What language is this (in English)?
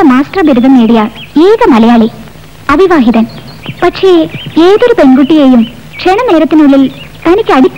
Malayalam